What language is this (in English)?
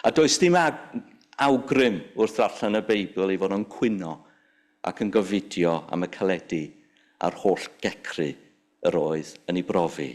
Welsh